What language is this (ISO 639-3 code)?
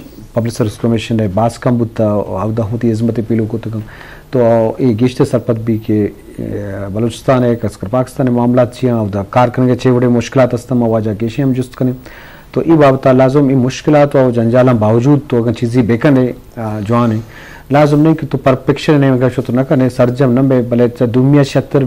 bgp